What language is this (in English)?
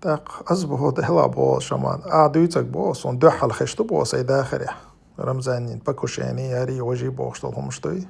Chechen